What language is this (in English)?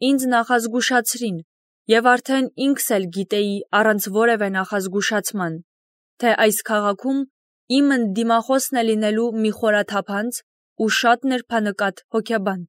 Armenian